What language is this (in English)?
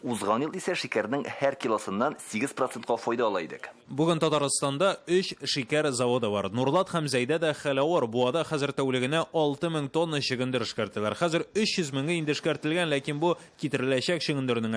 Tatar